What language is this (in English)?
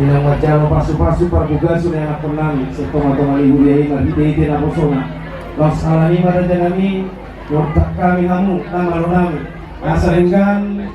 Batak Toba